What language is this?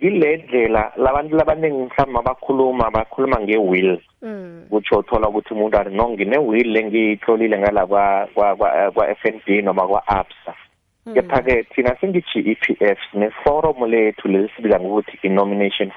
South Ndebele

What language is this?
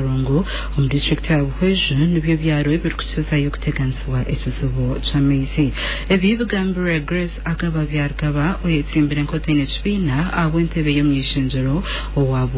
Nyankole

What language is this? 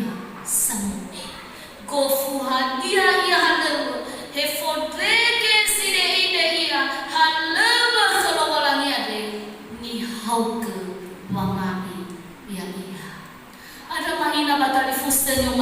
Nias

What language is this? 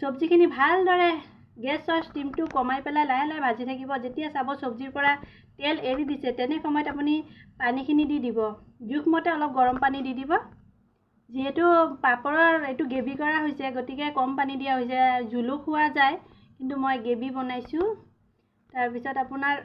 Assamese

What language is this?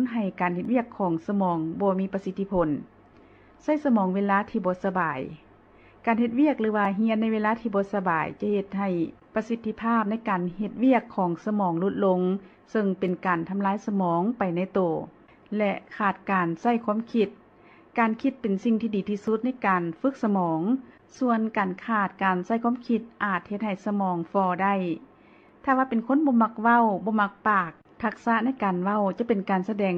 Lao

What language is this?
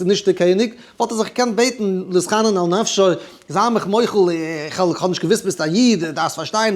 Yiddish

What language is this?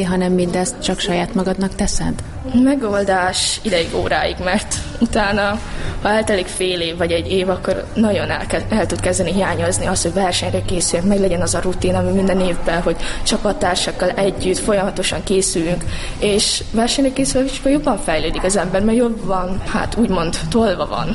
Hungarian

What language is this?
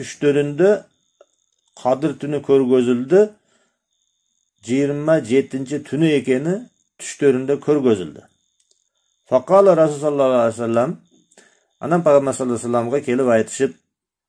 Kyrgyz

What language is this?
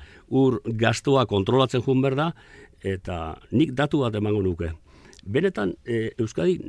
Basque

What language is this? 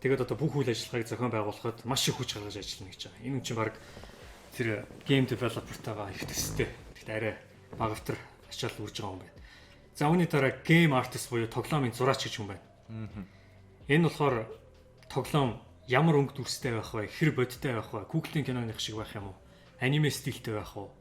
Mongolian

